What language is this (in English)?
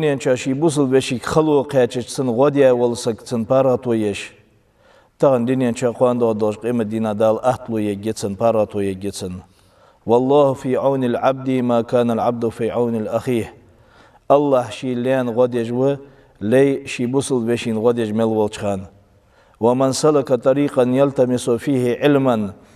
Ingush